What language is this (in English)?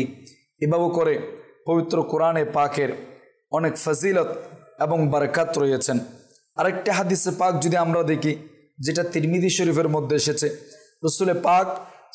Bangla